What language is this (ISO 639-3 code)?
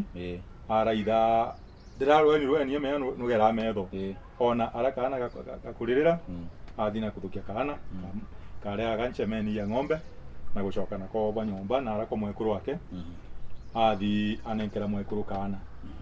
mer